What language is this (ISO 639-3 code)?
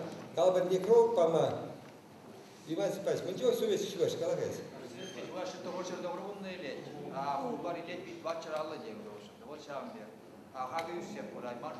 chv